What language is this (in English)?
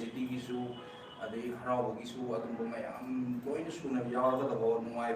Manipuri